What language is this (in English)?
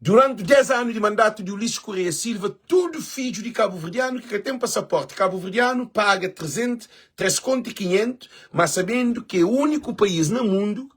Kabuverdianu